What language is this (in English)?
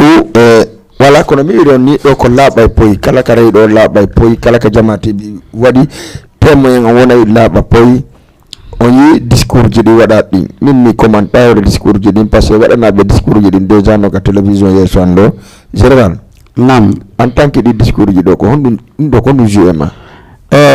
Fula